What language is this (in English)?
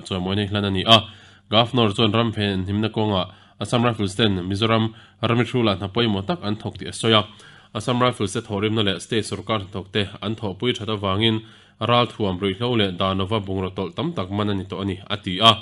Mizo